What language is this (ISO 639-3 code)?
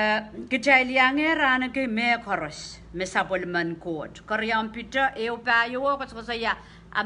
pon